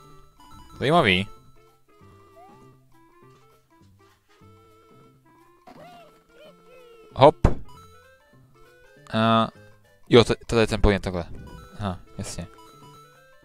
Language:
Czech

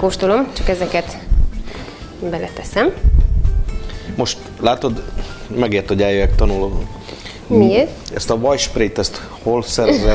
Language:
Hungarian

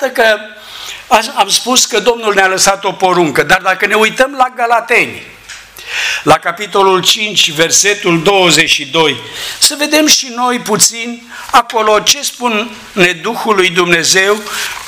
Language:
Romanian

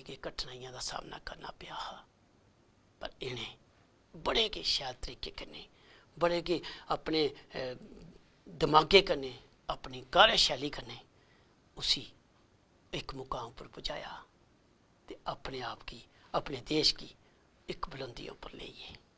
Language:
Dogri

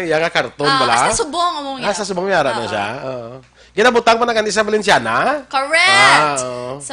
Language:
Hiligaynon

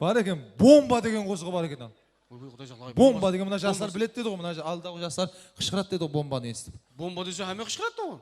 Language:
Kara-Kalpak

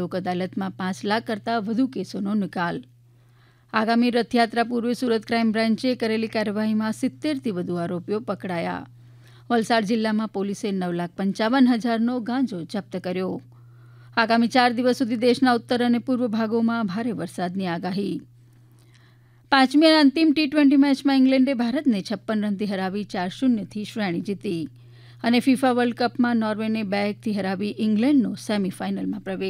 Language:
Gujarati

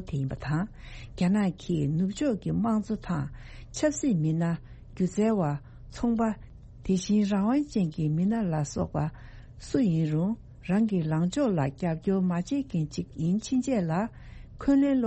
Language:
Tibetan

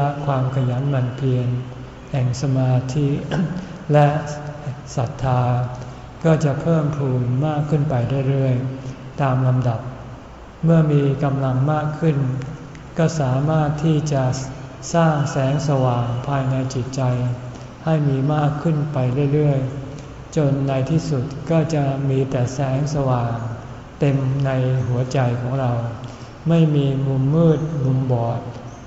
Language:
Thai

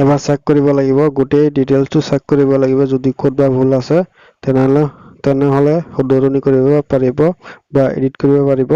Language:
Assamese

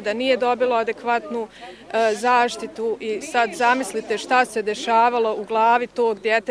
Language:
Bosnian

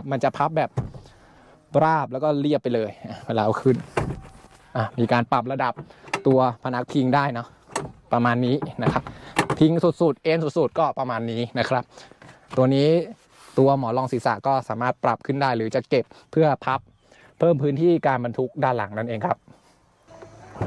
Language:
Thai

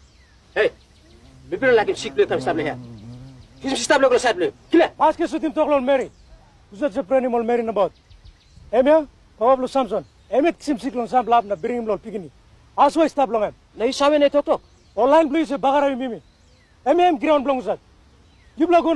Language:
Tok Pisin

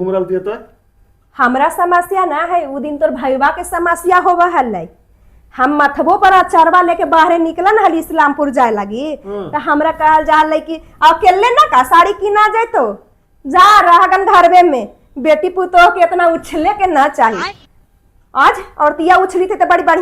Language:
Magahi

